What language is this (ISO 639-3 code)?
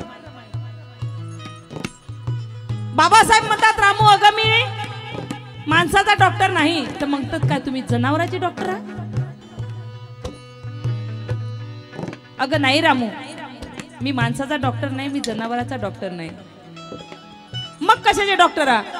mar